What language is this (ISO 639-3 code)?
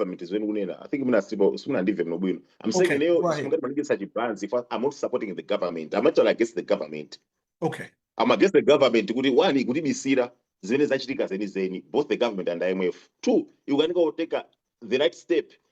nya